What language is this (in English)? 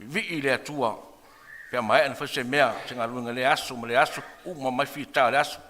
Samoan